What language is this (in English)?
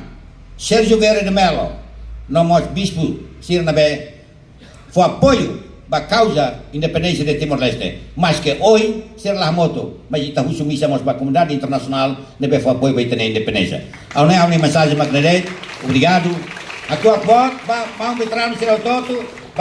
Tetum